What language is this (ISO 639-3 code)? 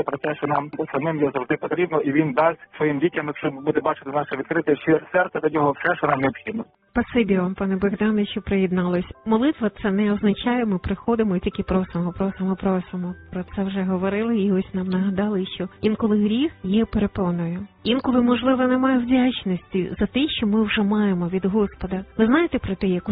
ukr